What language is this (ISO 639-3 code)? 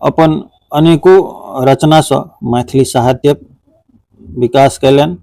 mai